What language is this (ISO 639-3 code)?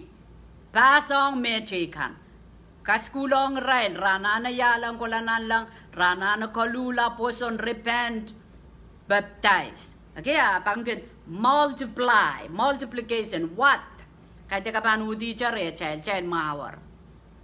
pon